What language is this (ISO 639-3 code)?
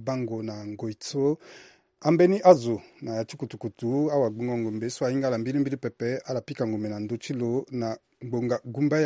sag